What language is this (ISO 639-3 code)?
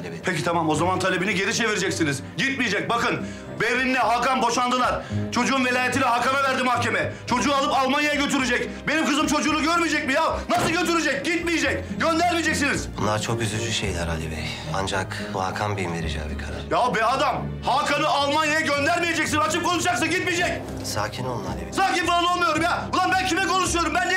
tur